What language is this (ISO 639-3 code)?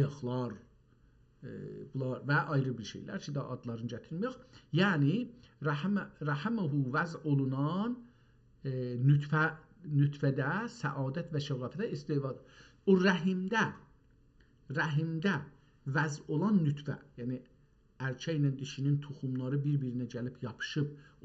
azb